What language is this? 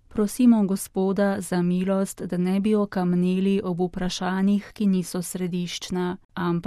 Slovenian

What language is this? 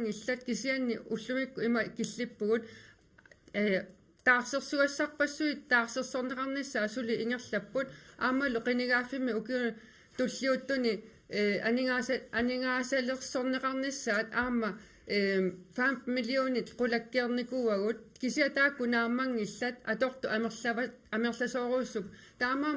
Kalaallisut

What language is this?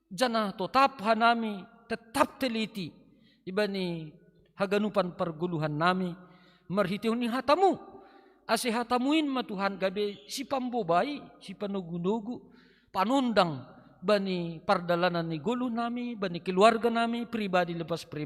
Batak Simalungun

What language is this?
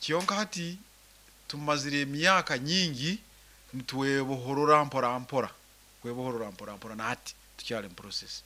Nyankole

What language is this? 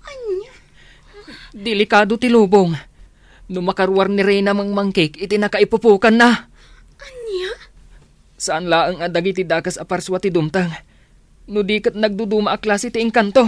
Iloko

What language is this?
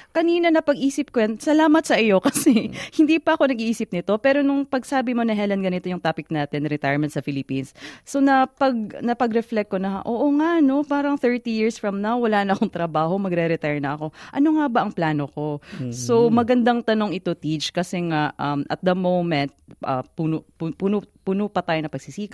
Filipino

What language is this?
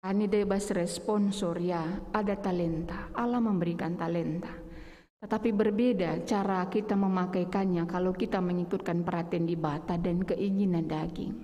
Batak Karo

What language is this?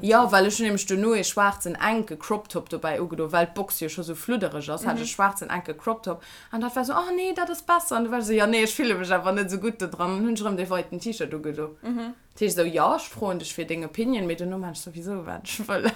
Luxembourgish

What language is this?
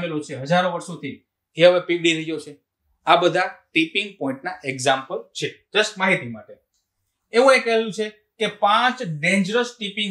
Gujarati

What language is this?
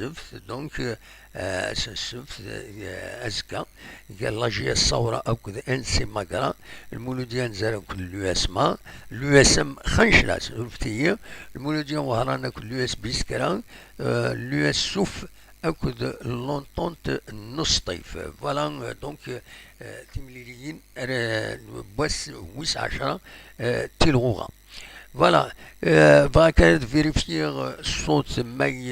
Kabyle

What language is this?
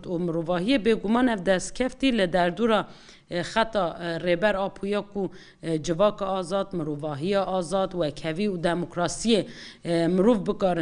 Kurdish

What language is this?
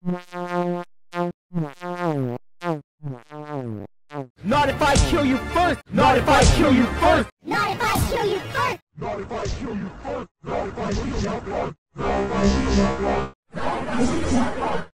English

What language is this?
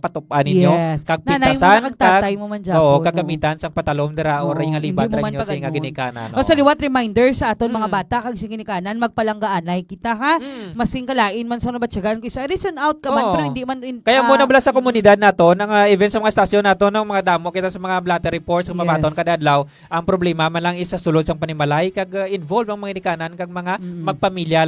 Hiligaynon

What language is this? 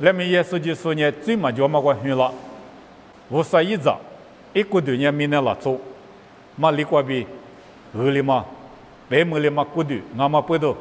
Lisu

